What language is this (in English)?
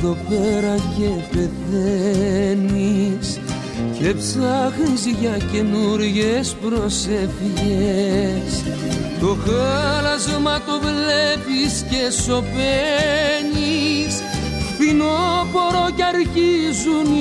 Greek